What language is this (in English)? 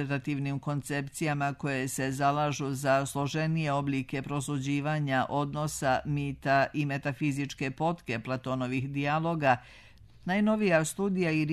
Serbian